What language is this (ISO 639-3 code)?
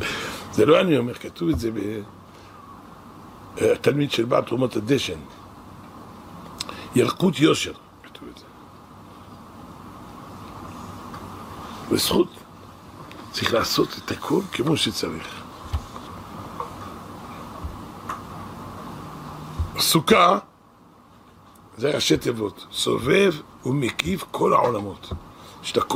heb